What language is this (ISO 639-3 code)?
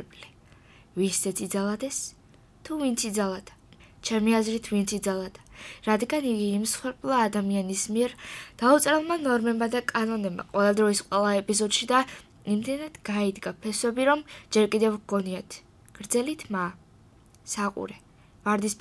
kat